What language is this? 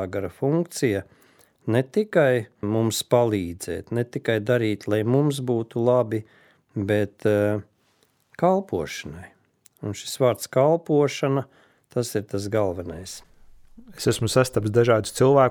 Latvian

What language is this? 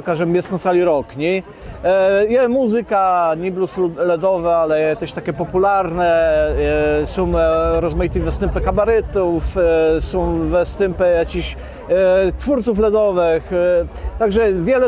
Kashubian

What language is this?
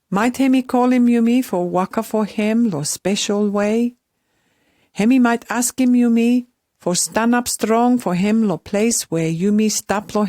Pijin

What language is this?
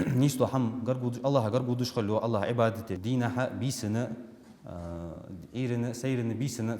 Ingush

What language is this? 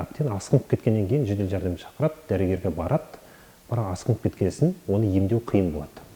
Kazakh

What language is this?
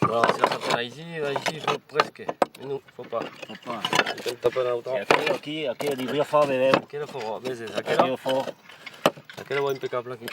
Occitan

